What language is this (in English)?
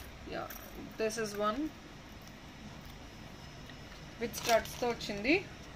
Telugu